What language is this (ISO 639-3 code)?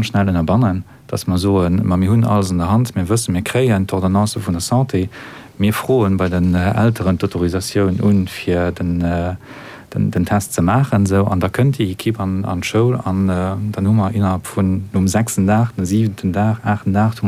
ltz